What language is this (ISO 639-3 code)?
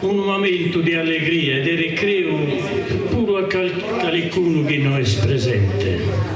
srd